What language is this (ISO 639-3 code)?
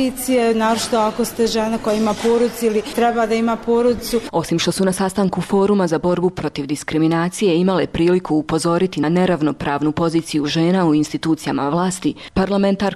bos